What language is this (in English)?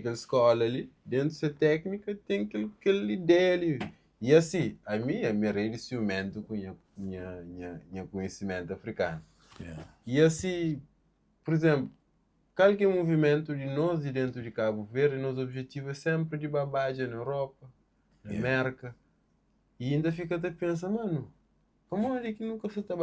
Kabuverdianu